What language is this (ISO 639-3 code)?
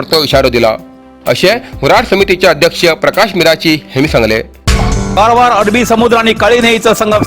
kok